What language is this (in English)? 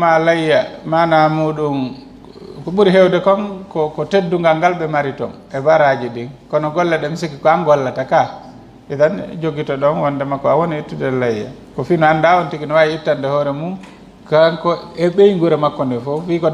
Fula